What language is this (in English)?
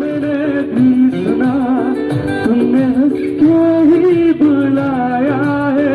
Karbi